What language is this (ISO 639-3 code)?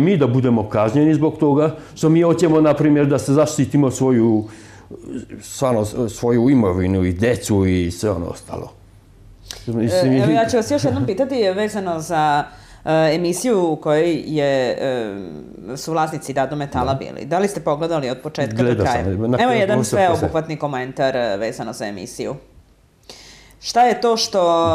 srp